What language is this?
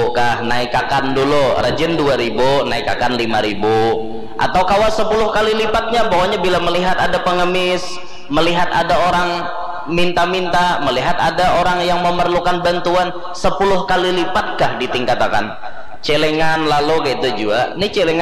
Banjar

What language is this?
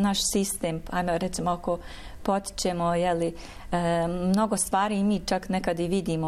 Bosnian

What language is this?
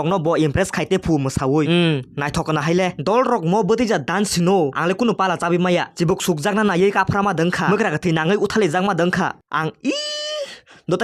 Kok Borok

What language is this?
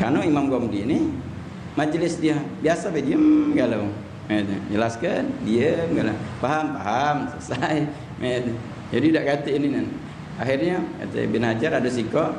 Musi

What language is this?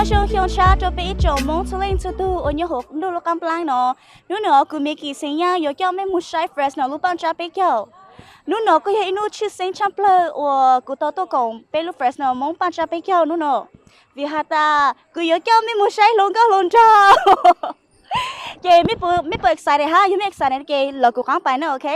Hmong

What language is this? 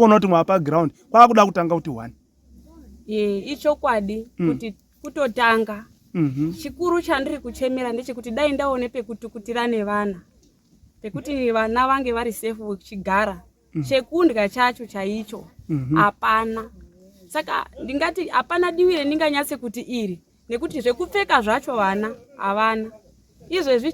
Shona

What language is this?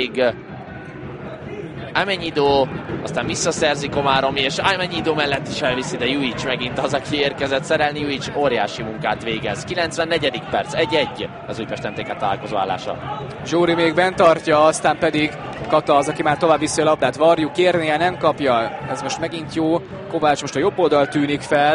Hungarian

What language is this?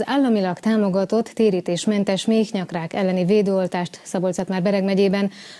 Hungarian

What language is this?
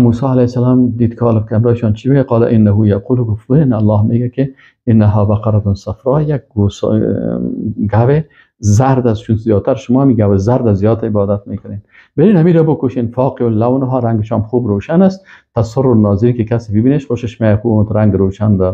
Persian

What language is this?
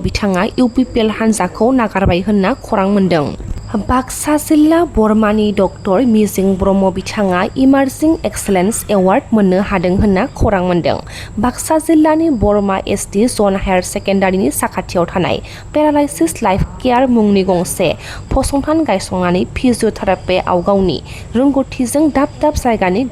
Bodo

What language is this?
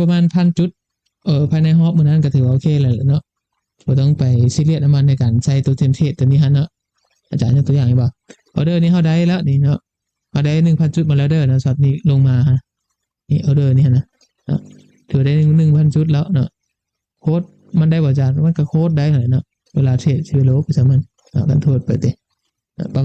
Lao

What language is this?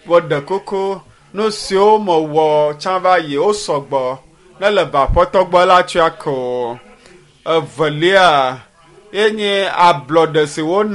Ewe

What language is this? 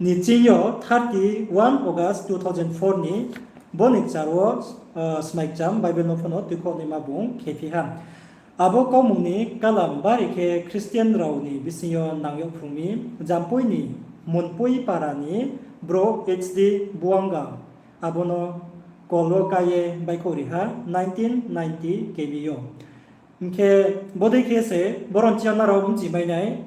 Riang (India)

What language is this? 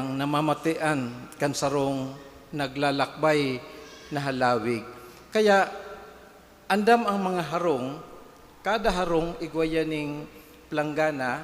Bikol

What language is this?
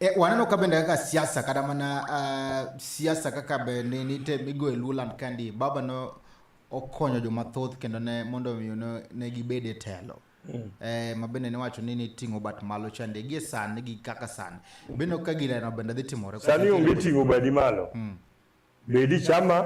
Luo (Kenya and Tanzania)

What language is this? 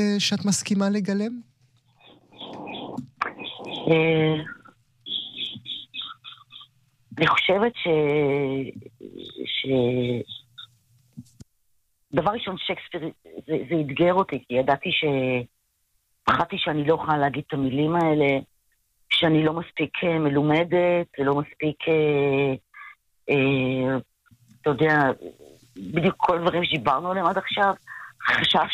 Hebrew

